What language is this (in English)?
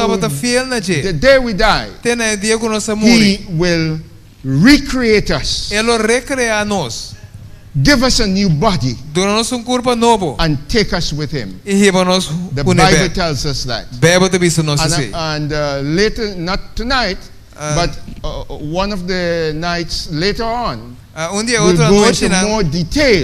Papiamento